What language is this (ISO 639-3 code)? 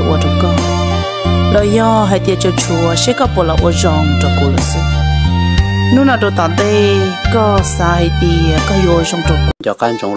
hmn